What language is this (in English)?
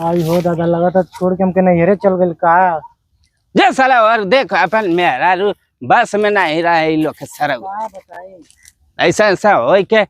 Bhojpuri